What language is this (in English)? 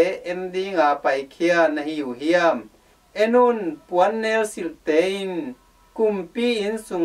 Tedim Chin